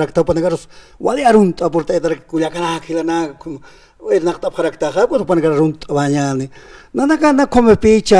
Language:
Aymara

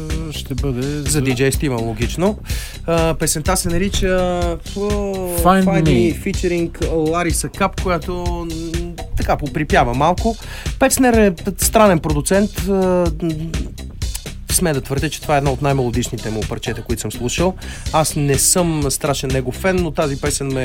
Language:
Bulgarian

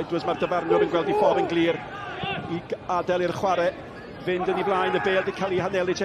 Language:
Welsh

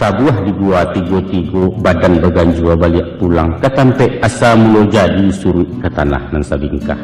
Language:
Minangkabau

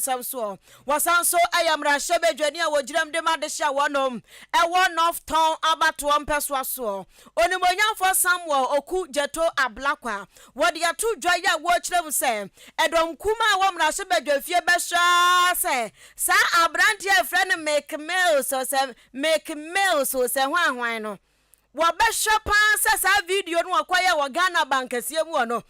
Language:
Akan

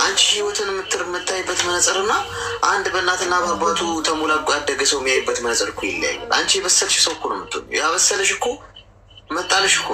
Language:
Amharic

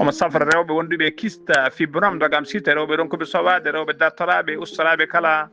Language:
Fula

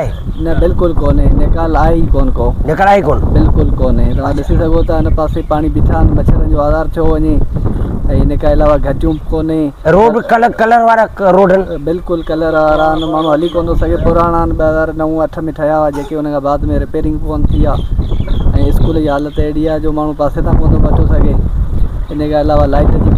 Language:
Sindhi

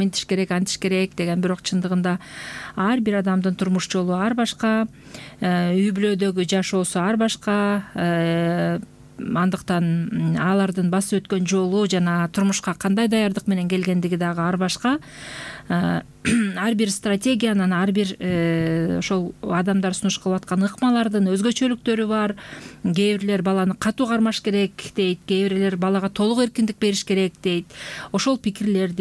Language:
Kyrgyz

